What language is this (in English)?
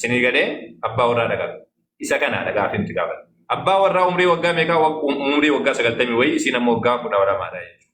Oromo